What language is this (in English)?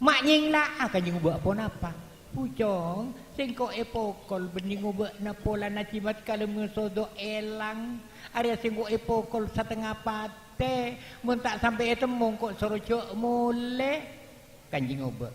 Madurese